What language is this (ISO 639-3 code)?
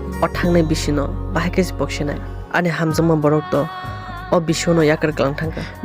trp